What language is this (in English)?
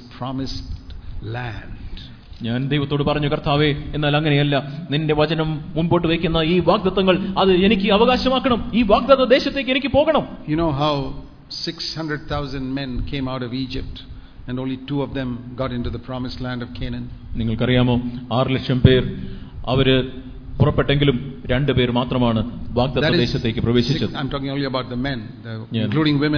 Malayalam